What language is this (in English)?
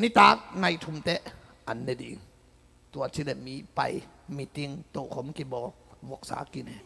Tedim Chin